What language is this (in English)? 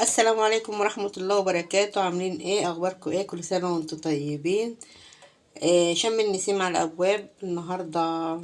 Egyptian Arabic